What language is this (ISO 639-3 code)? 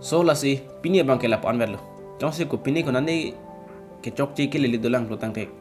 mjw